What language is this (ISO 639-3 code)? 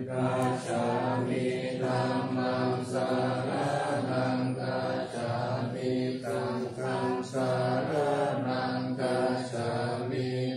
pli